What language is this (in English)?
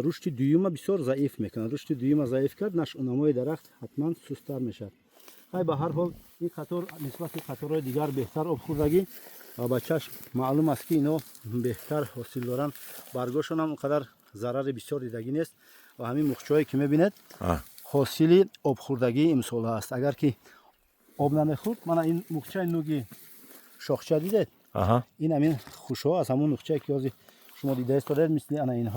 Tajik